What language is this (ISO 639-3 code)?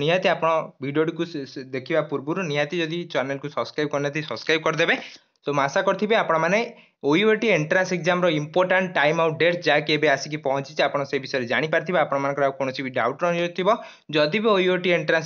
ori